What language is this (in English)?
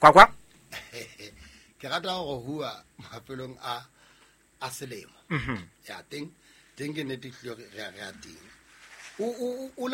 Southern Sotho